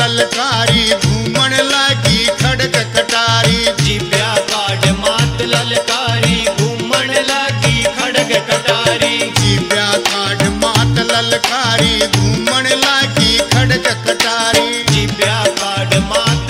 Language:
Haryanvi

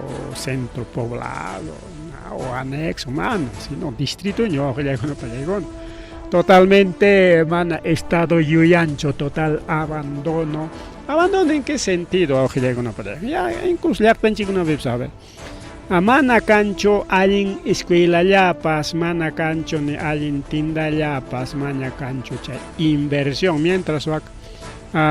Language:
Ayacucho Quechua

